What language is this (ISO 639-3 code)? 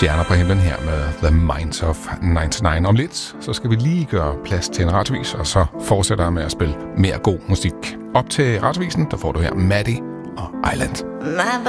dan